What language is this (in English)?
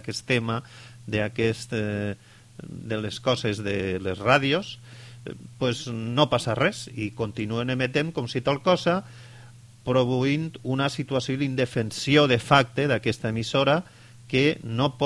Catalan